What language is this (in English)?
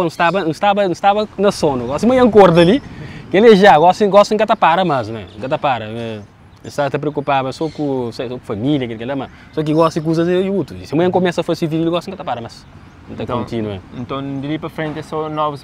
Kabuverdianu